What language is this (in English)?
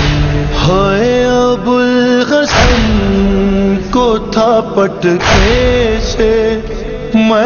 Urdu